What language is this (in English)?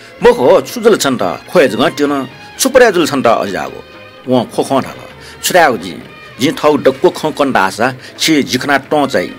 Newari